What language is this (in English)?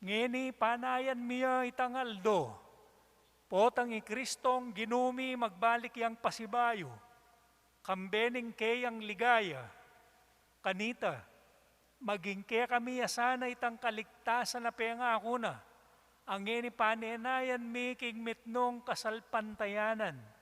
Pampanga